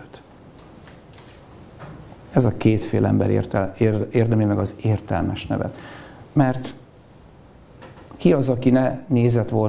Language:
Hungarian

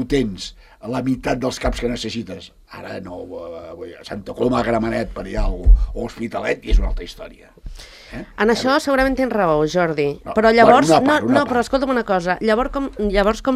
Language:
Catalan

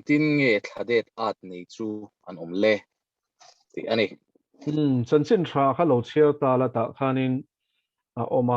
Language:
Mizo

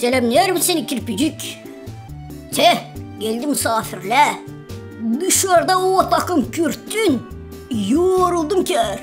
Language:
Gagauz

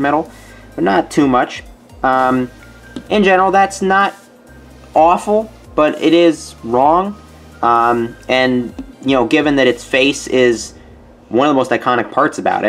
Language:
English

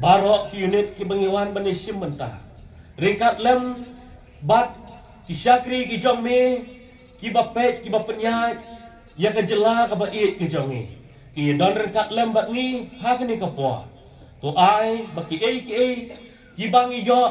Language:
Khasi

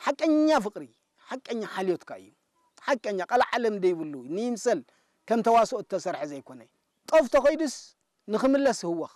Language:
Tigrinya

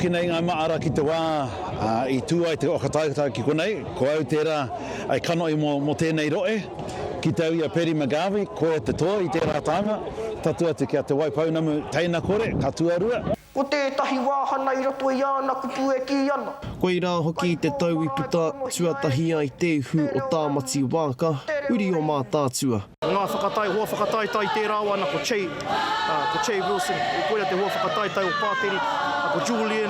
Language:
Māori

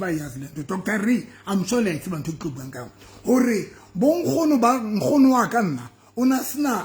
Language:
Southern Sotho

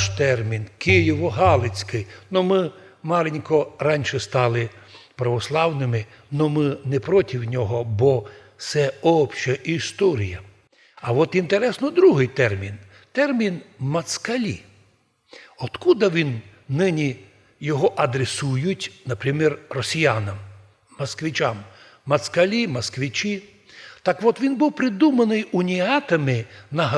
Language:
Rusyn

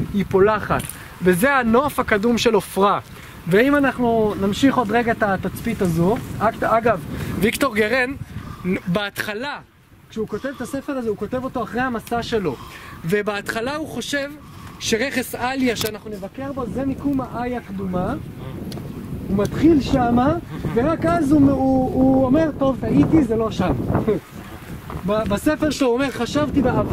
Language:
Hebrew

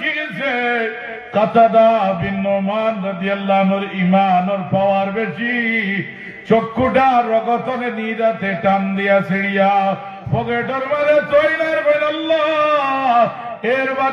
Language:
Sylheti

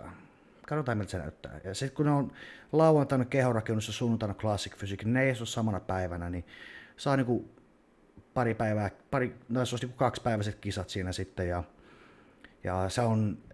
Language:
Finnish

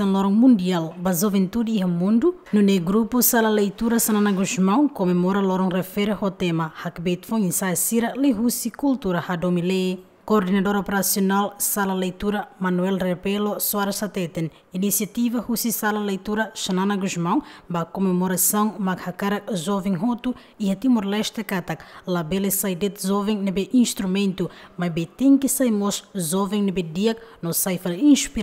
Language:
Tetum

